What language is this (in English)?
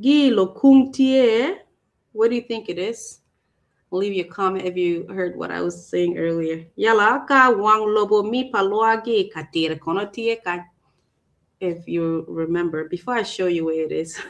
Acoli